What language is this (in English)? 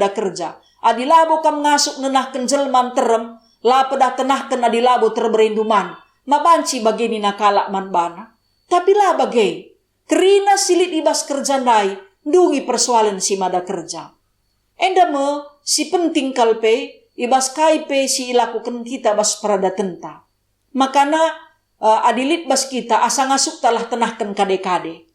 Batak Karo